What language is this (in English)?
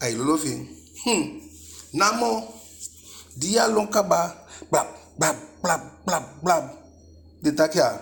Eastern Maroon Creole